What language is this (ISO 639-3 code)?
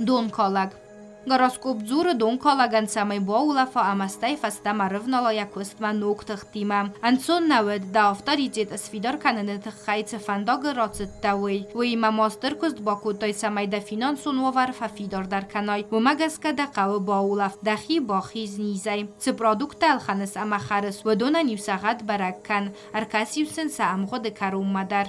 oss